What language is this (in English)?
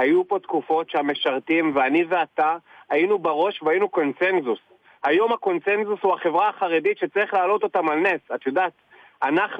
Hebrew